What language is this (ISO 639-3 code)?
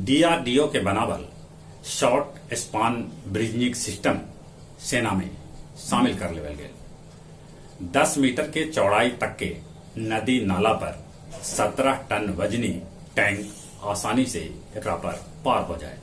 mag